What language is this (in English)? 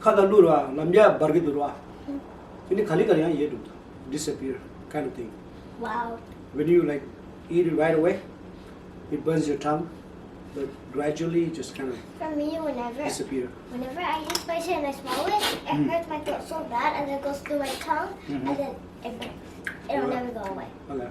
Tibetan